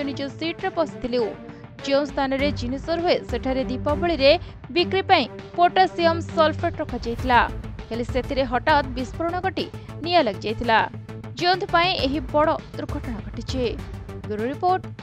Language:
Odia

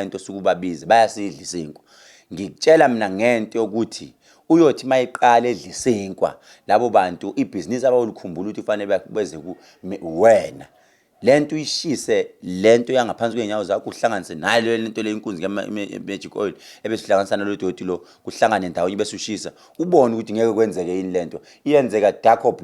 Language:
Zulu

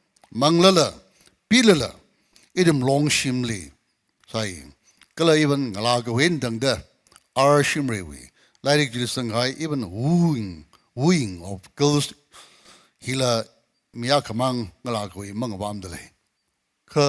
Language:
Tangkhul Naga (India)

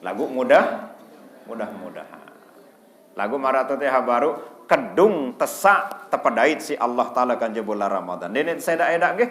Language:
Sasak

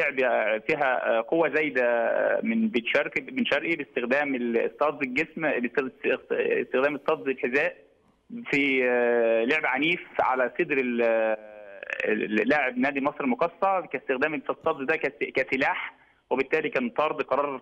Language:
Egyptian Arabic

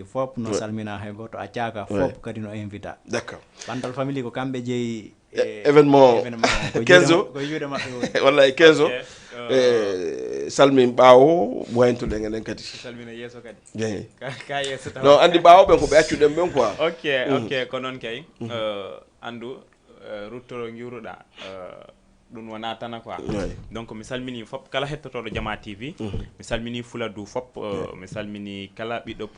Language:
Fula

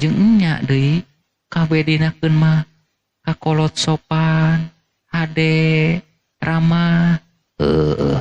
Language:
Sundanese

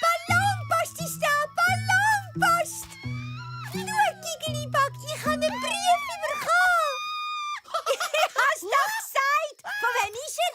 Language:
Swiss German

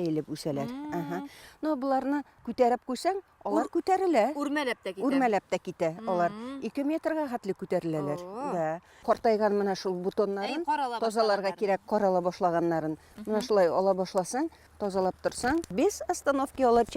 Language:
Bashkir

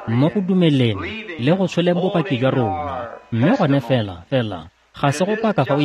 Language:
Tswana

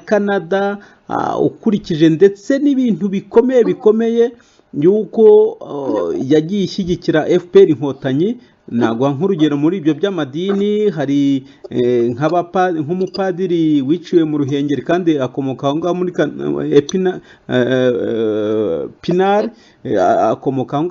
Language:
Kinyarwanda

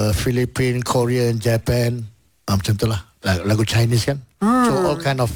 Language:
Malay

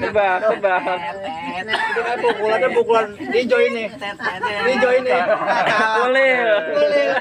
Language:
Betawi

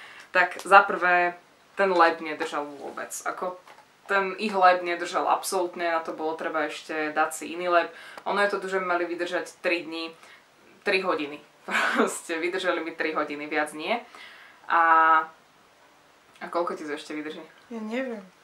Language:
Slovak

